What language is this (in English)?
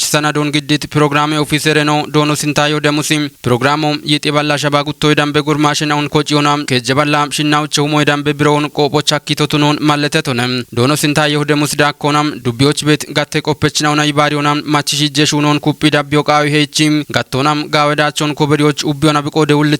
Kafa